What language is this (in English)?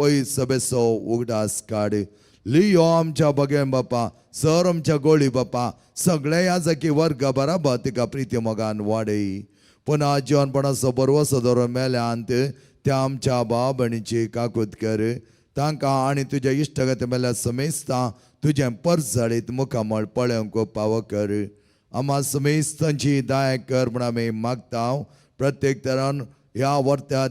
Konkani